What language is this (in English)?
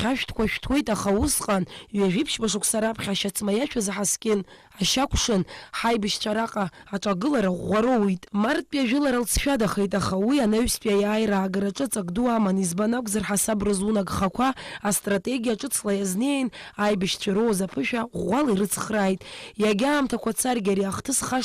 Abkhazian